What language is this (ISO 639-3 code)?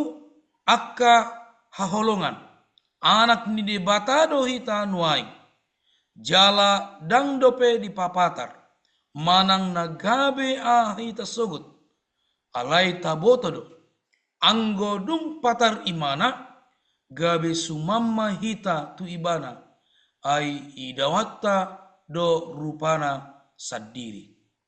bbc